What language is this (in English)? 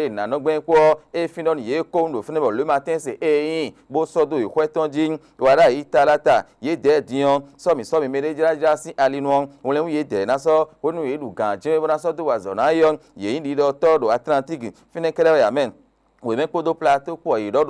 Fon